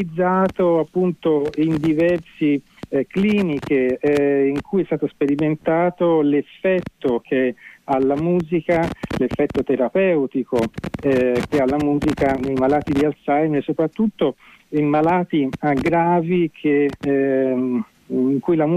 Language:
Italian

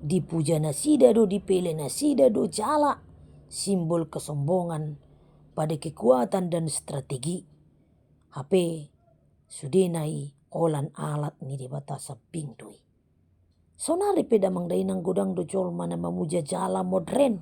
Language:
Batak Toba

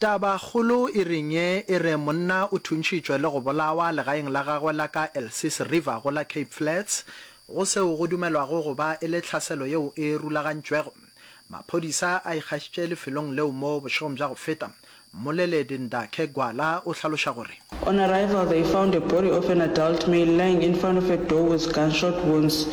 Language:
Northern Sotho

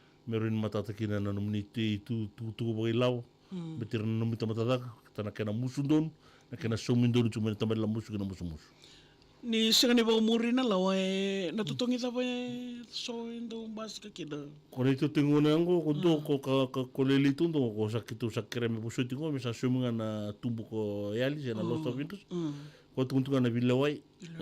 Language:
Fijian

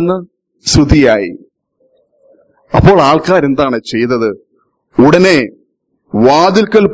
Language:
Malayalam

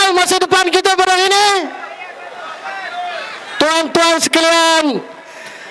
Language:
Malay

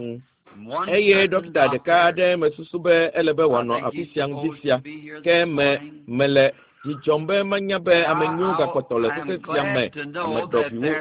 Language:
Ewe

